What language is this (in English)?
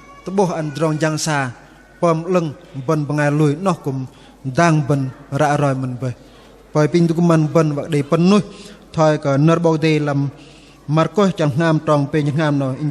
Bahnar